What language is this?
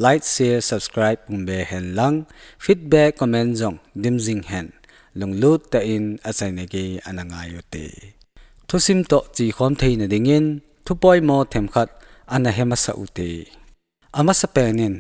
Thado Chin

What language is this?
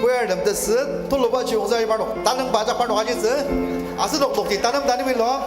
Ao Naga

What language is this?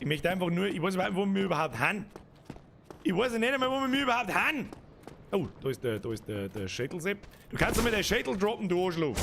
Bavarian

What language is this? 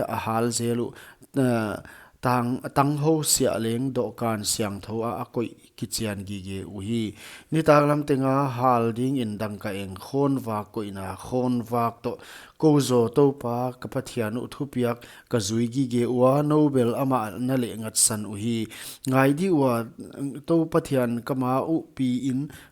Paite Chin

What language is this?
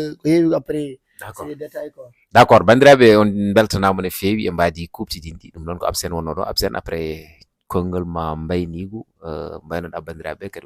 Fula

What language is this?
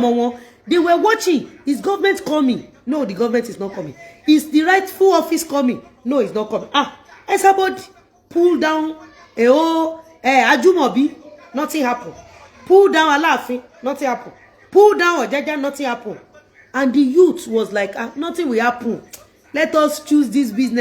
Yoruba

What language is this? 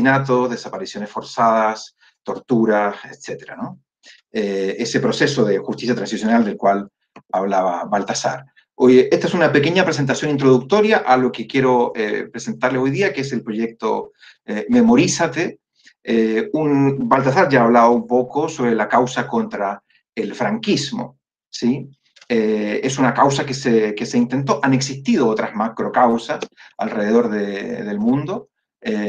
Spanish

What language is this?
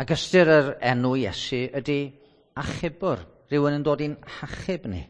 Welsh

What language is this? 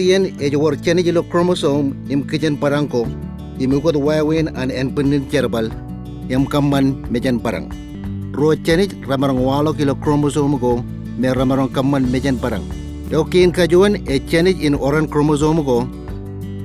Marshallese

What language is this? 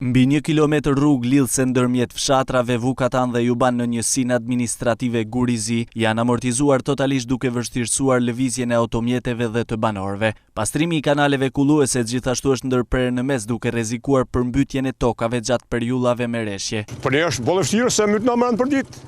Albanian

